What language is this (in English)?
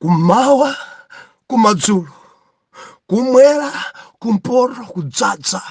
Nyanja